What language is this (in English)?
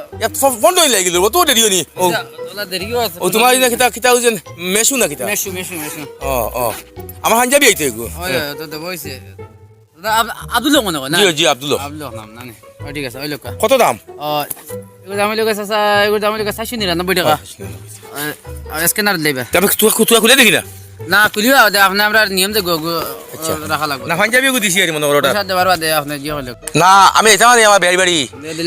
Sylheti